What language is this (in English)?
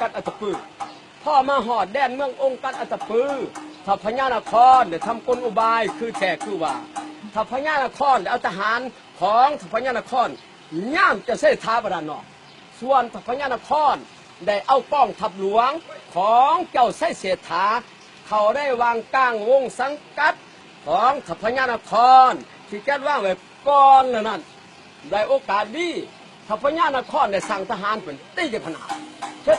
Lao